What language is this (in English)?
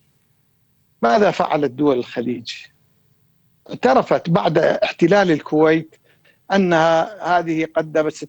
Arabic